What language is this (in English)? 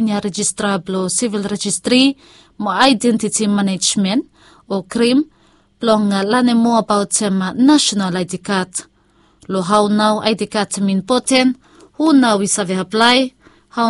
Bislama